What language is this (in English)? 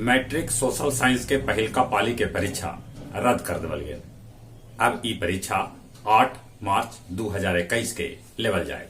Magahi